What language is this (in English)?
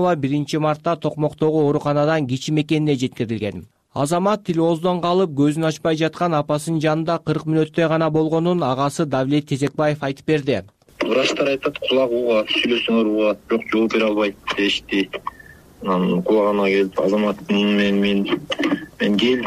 Kyrgyz